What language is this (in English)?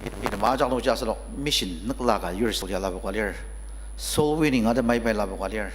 Ao Naga